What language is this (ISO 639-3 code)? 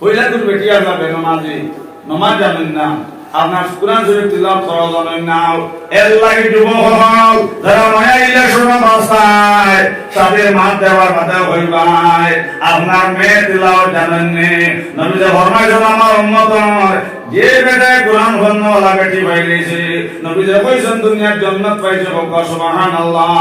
syl